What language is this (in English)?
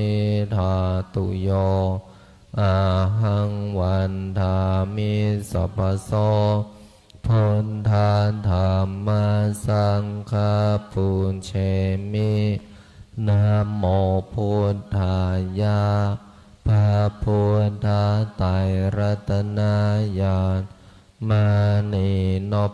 Pali